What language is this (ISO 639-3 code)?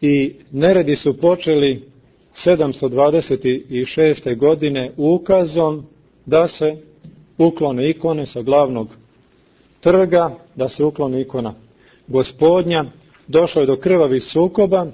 srp